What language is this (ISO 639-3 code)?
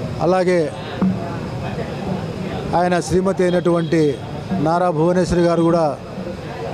tel